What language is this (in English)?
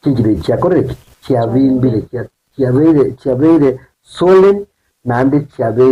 Gusii